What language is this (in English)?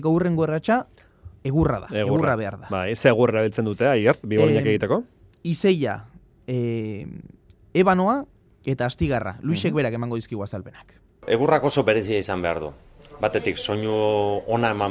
Basque